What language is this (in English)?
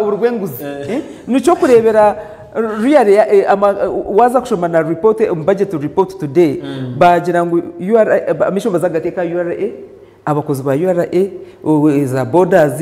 Nyankole